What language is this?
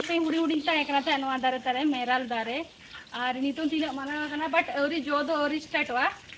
Santali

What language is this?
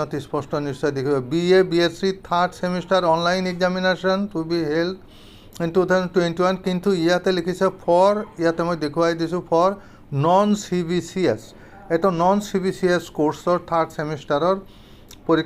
Assamese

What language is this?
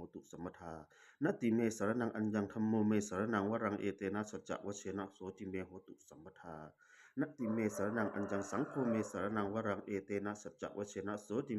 Pali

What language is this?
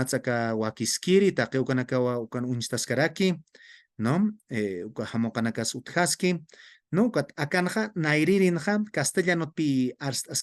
Aymara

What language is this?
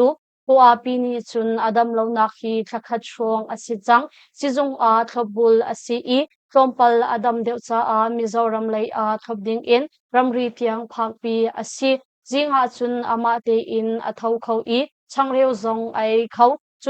Hakha Chin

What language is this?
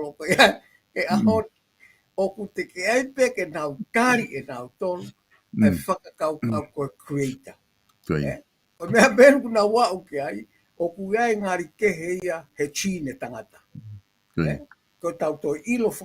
Tongan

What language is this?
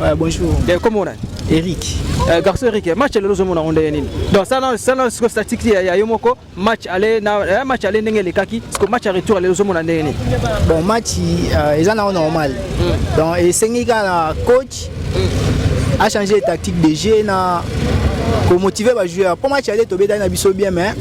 Lingala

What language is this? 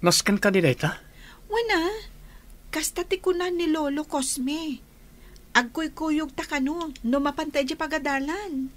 Iloko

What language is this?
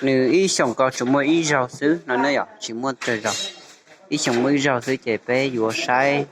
Hmong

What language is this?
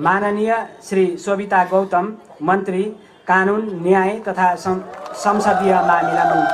Nepali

